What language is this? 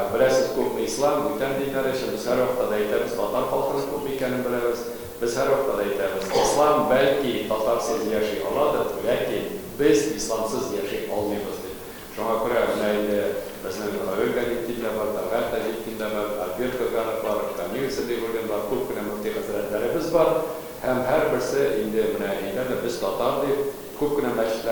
Tatar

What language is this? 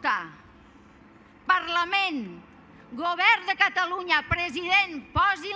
Catalan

